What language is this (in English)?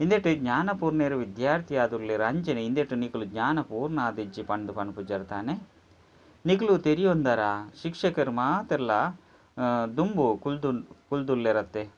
Tulu